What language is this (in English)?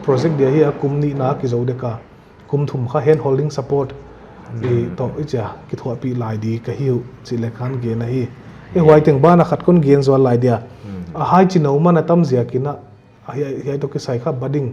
Paite Chin